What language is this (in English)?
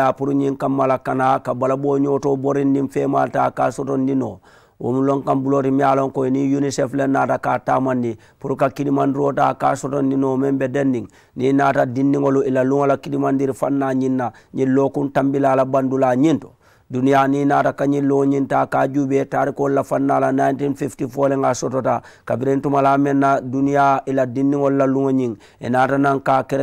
Mandingo